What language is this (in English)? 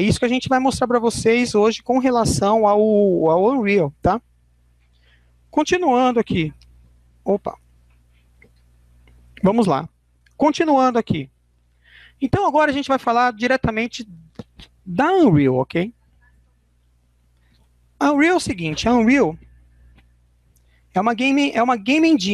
Portuguese